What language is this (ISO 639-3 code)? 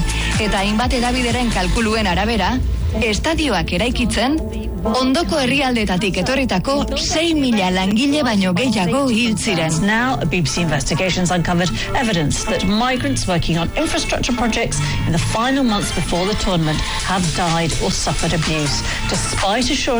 eus